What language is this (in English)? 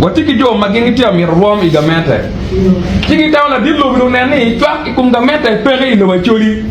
Acoli